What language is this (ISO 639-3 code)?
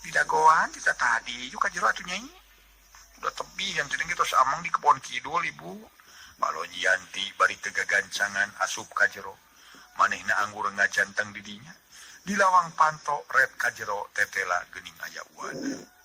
sun